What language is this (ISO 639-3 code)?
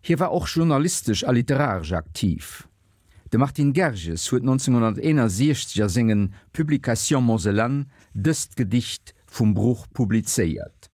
ltz